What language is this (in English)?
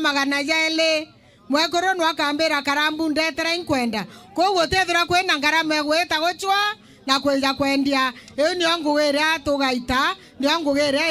Meru